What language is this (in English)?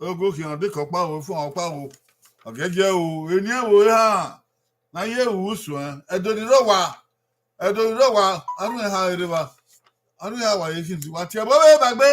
Bini